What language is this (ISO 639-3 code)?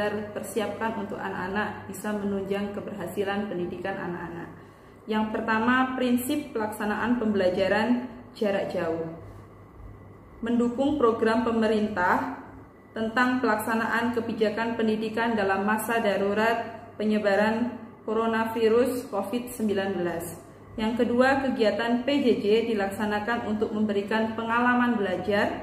ind